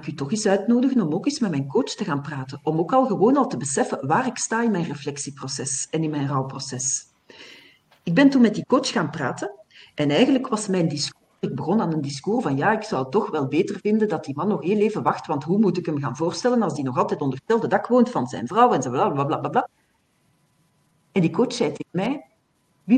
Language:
Dutch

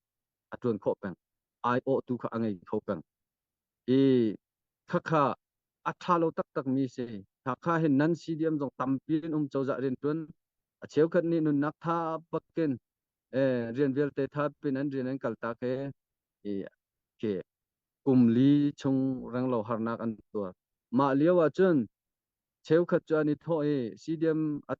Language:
Hakha Chin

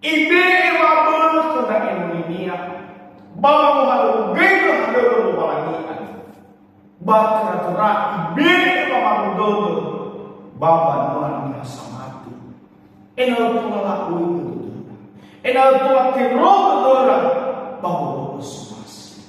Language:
Nias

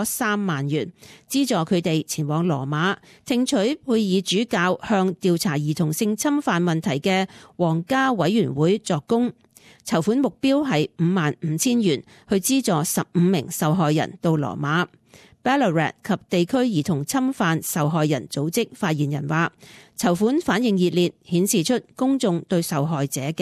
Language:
Cantonese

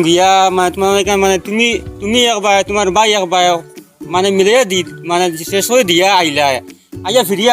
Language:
Sylheti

